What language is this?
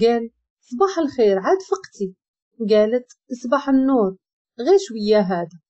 Moroccan Arabic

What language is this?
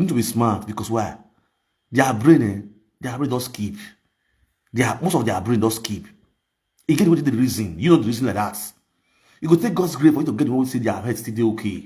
Nigerian Pidgin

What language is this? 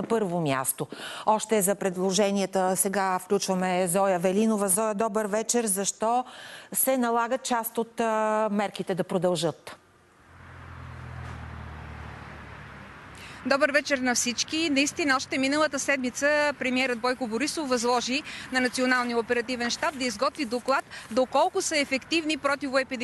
Bulgarian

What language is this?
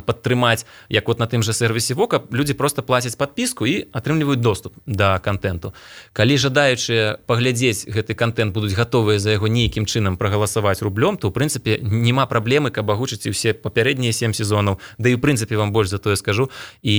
Belarusian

